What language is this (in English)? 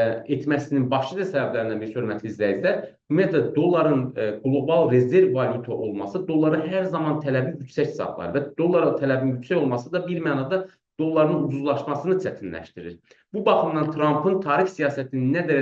Azerbaijani